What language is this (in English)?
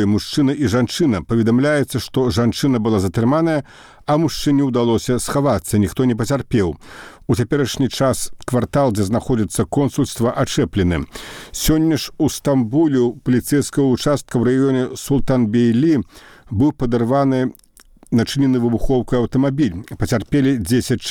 Belarusian